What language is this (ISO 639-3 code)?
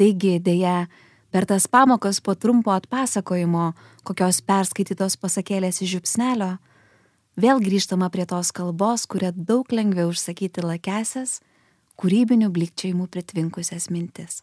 lit